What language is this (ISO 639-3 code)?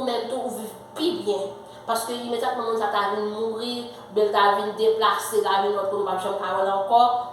hat